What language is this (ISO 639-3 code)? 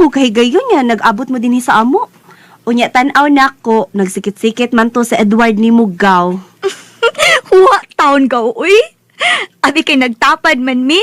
ceb